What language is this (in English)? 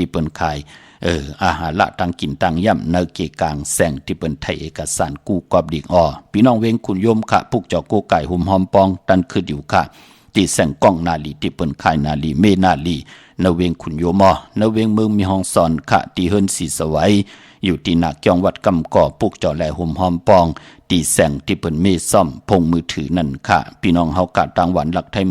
Shan